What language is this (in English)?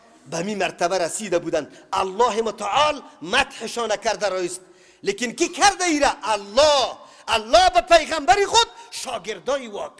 Persian